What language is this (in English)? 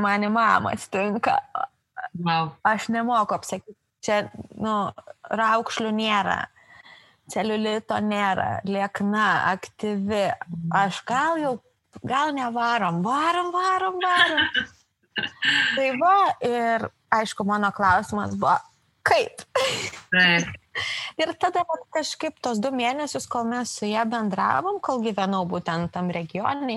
Lithuanian